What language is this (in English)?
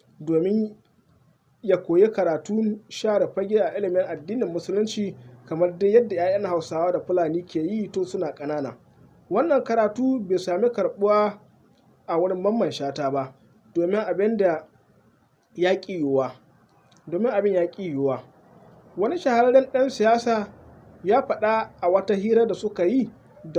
Hausa